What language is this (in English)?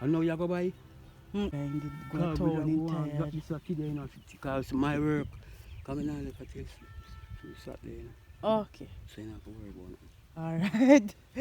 Jamaican Creole English